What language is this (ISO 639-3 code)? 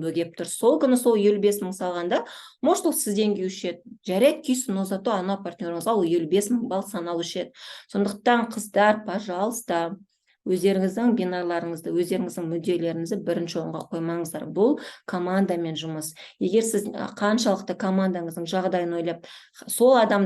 kaz